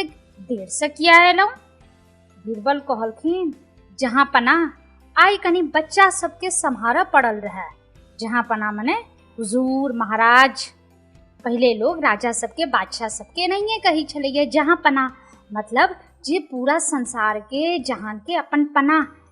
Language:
Maithili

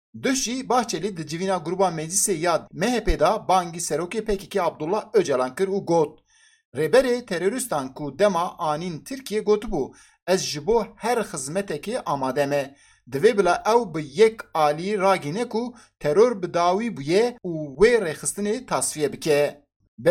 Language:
Kurdish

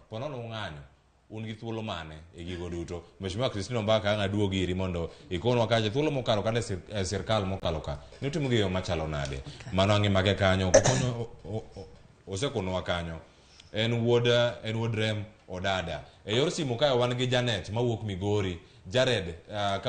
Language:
Luo (Kenya and Tanzania)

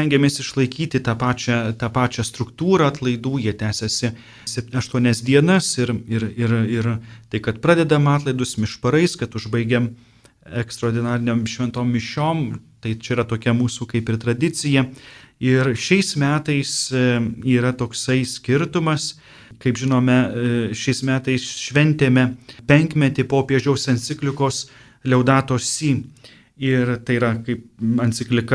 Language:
Lithuanian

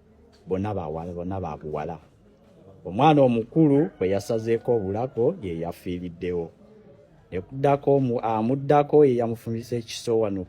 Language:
Ganda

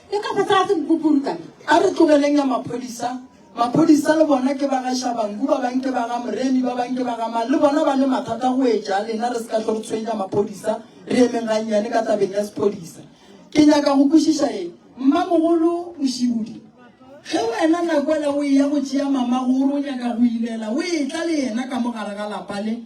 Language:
Northern Sotho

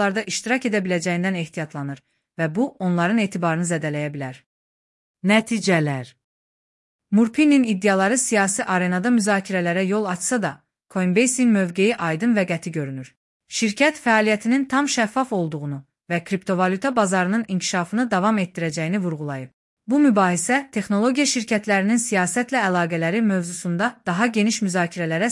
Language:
Azerbaijani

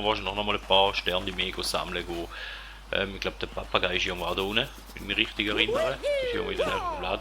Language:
Swiss German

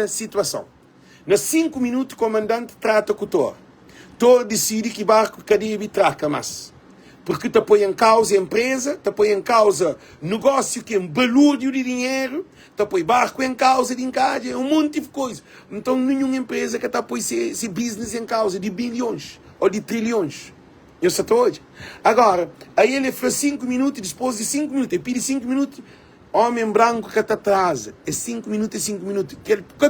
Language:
Kabuverdianu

